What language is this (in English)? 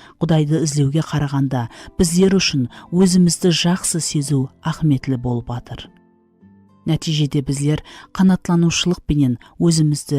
Kara-Kalpak